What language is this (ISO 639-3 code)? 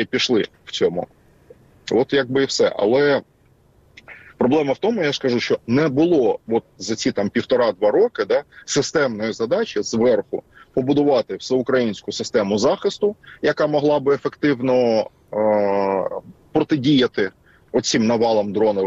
ukr